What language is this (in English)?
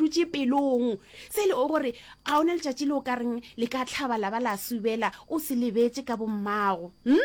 Northern Sotho